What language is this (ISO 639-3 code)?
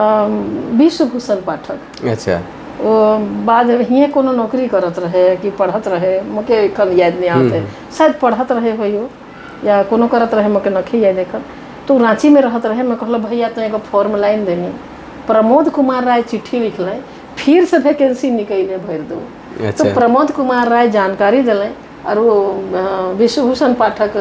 sck